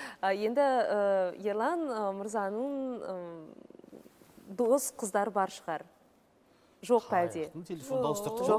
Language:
Kazakh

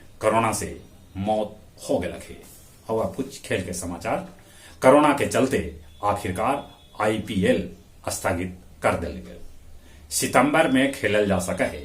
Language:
Magahi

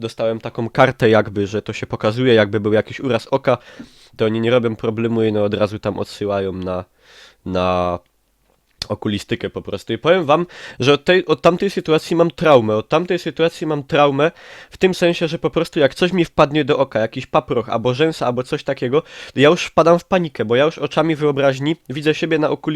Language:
Silesian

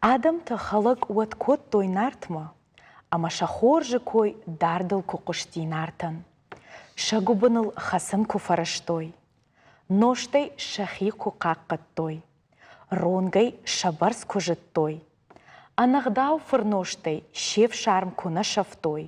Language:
Ossetic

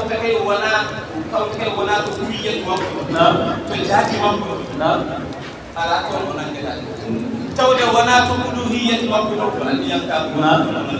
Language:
Fula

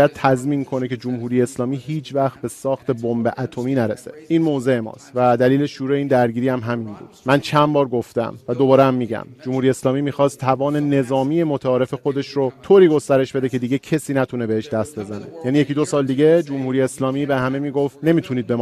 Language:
Persian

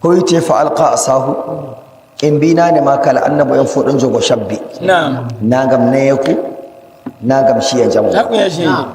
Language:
Nigerian Fulfulde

